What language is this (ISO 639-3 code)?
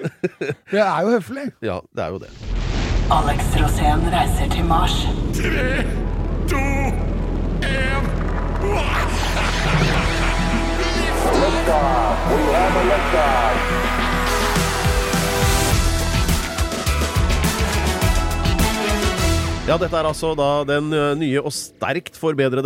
nor